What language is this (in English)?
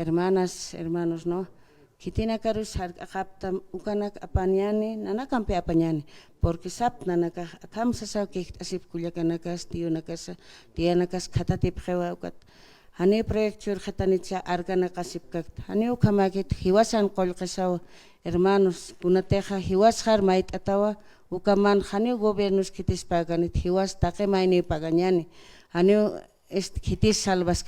Aymara